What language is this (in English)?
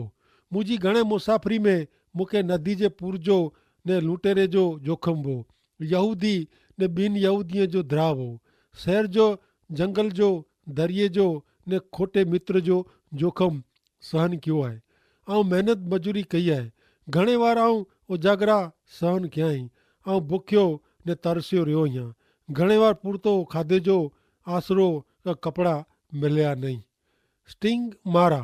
Kachhi